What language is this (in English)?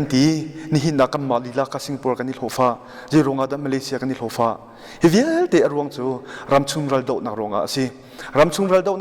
Hakha Chin